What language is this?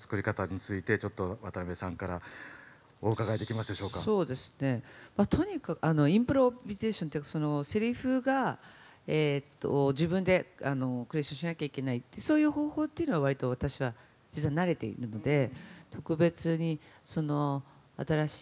Japanese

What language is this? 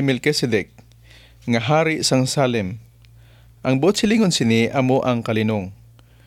Hiligaynon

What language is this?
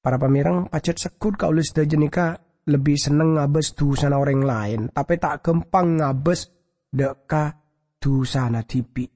Madurese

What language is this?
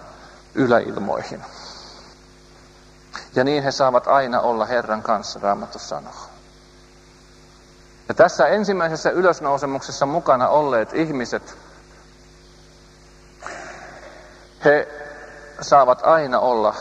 Finnish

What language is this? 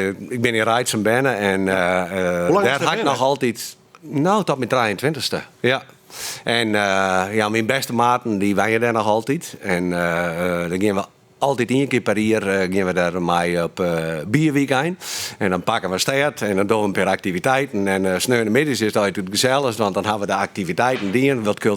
Western Frisian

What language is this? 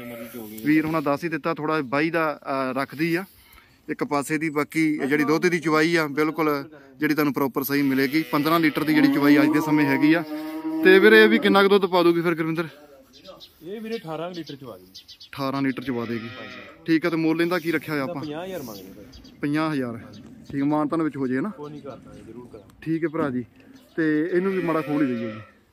Punjabi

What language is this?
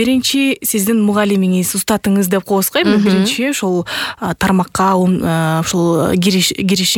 Kyrgyz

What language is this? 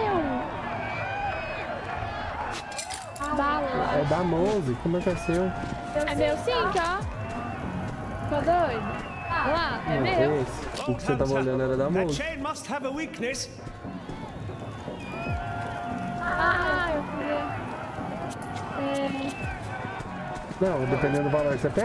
Portuguese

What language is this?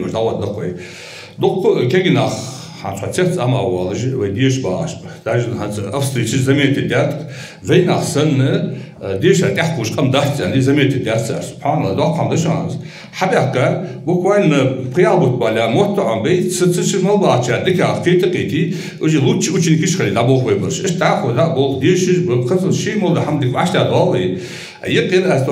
Chechen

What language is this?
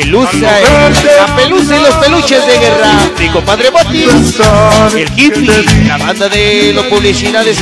Spanish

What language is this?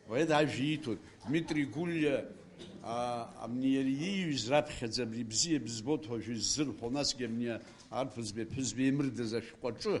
Abkhazian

